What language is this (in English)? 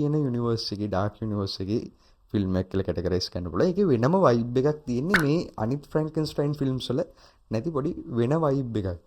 Sinhala